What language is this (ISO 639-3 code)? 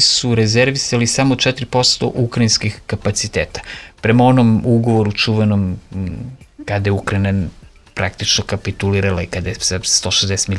srp